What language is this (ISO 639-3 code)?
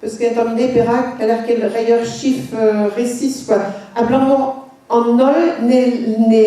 bre